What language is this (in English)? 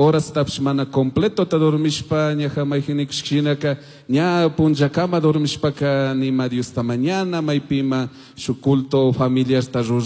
Chimborazo Highland Quichua